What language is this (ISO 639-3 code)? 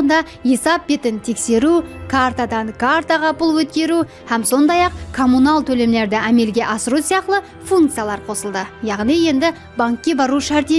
kaa